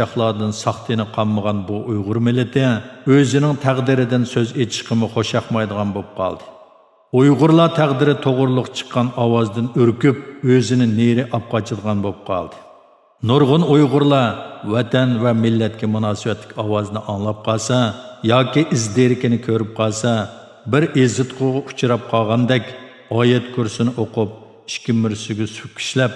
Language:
Uyghur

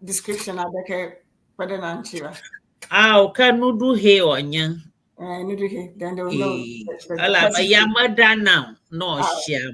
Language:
Ewe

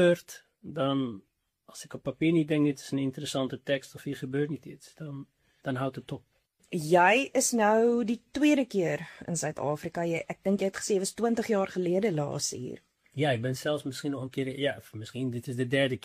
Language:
Afrikaans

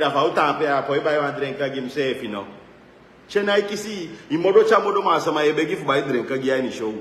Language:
Sranan Tongo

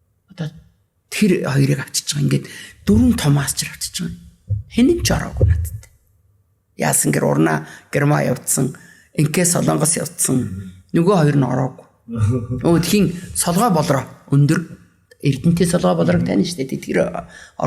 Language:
Mongolian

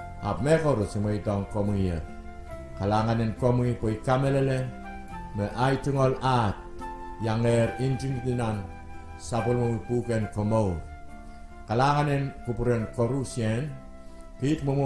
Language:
Pohnpeian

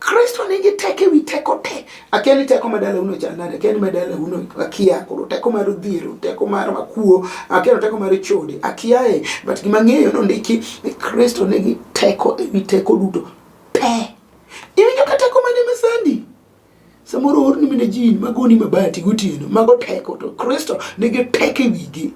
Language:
Luo (Kenya and Tanzania)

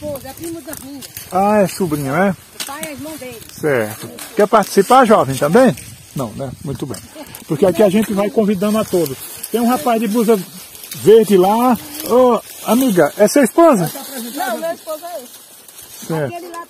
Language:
Portuguese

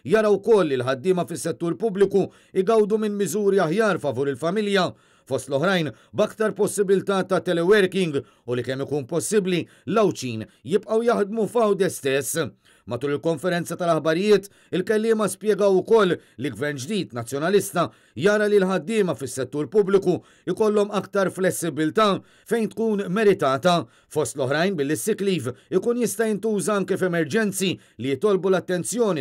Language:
Maltese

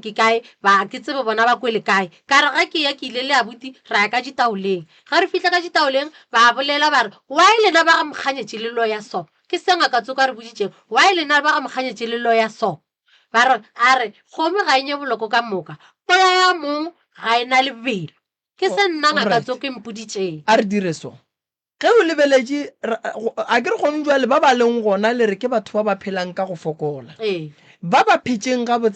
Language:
Northern Sotho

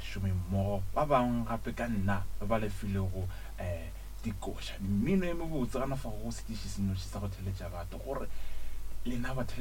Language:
Northern Sotho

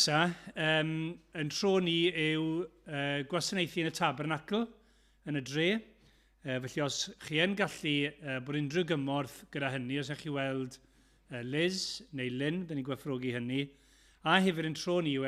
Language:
Welsh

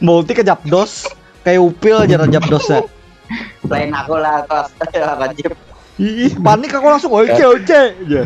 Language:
Banjar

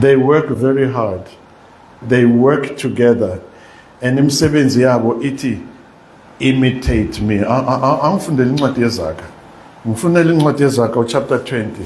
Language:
Zulu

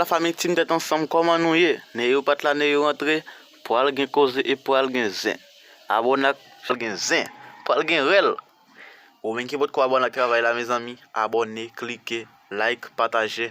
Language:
Haitian Creole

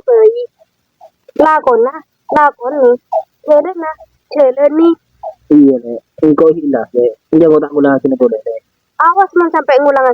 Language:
Madurese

